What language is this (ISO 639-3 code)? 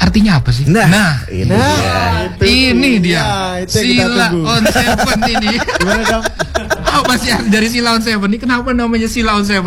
ind